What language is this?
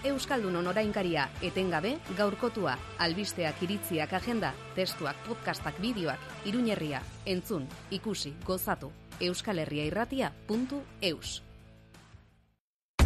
Basque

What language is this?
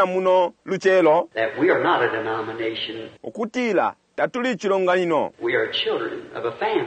Bemba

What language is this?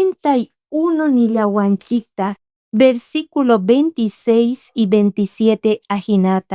South Bolivian Quechua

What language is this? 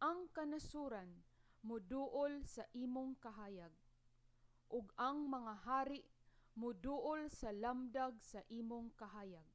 Cebuano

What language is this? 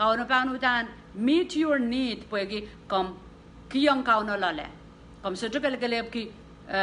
Pohnpeian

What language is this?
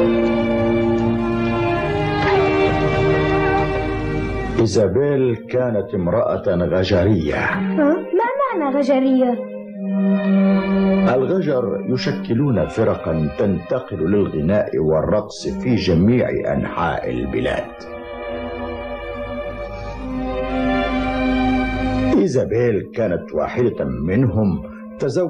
Arabic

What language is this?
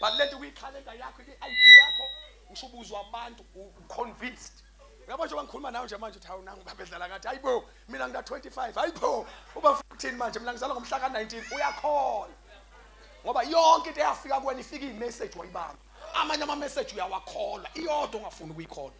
Zulu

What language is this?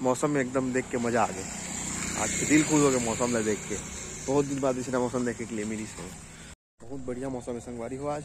Chhattisgarhi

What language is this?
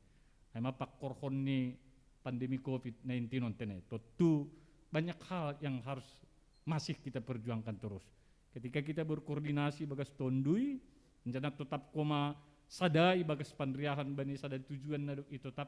Batak Simalungun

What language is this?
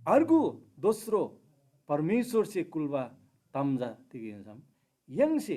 Eastern Tamang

